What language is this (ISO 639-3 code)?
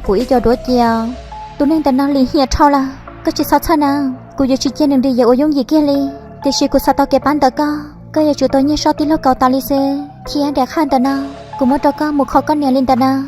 hmn